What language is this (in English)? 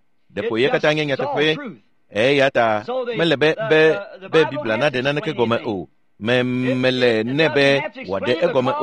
Ewe